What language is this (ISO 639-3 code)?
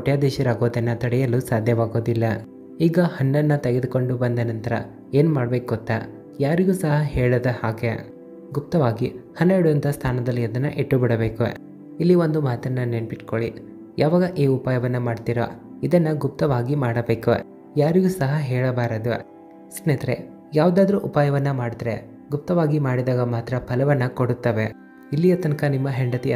kan